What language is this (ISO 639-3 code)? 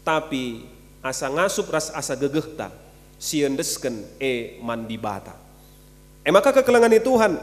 btx